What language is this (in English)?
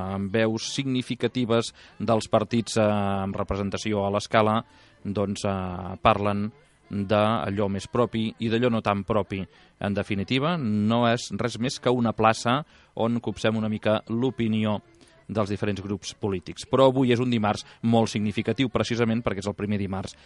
Catalan